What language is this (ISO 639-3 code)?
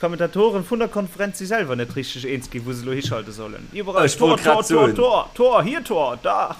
ltz